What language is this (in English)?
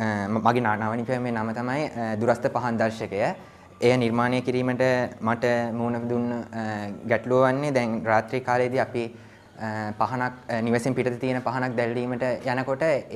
Sinhala